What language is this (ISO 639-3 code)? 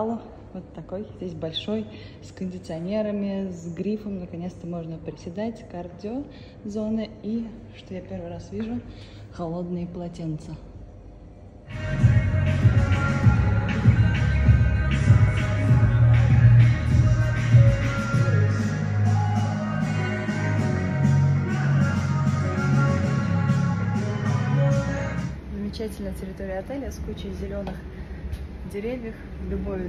rus